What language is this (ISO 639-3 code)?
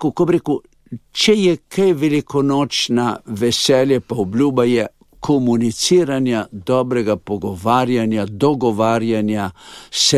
slv